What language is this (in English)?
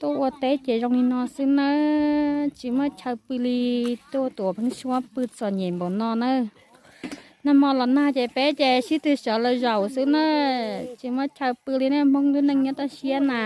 Hmong